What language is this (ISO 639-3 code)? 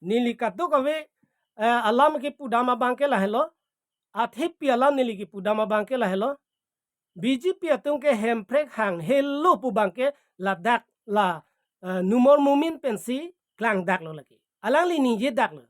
mjw